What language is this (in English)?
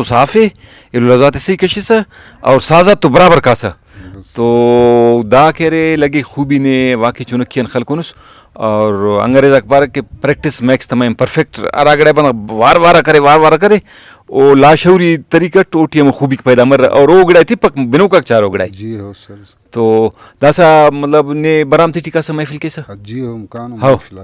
Brahui